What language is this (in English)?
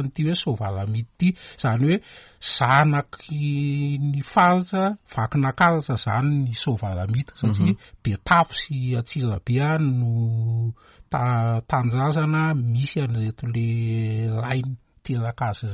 Malagasy